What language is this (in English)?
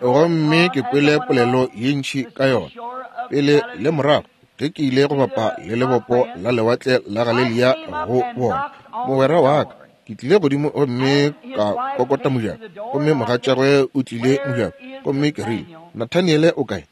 Northern Sotho